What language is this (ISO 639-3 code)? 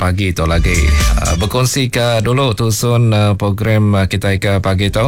iba